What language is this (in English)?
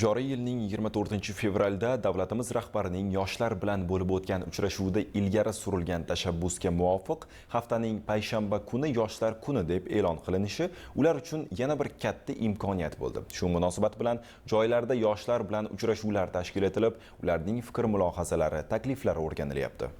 Uzbek